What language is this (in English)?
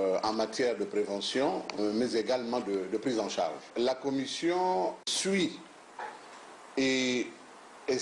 French